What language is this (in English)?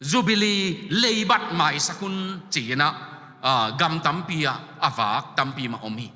Tedim Chin